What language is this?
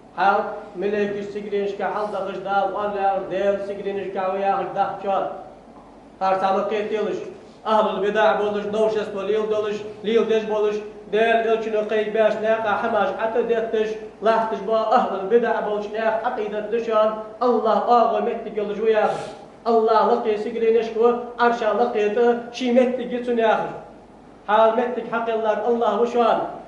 Ingush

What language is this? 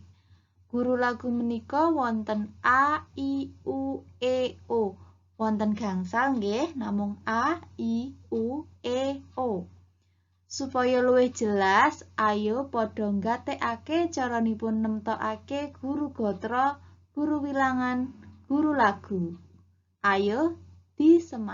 Javanese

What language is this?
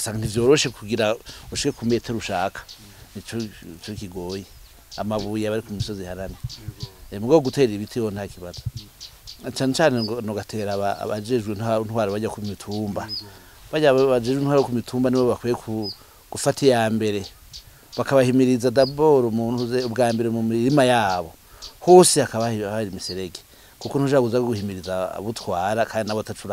Rundi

